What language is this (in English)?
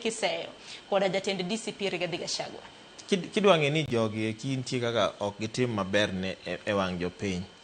Luo (Kenya and Tanzania)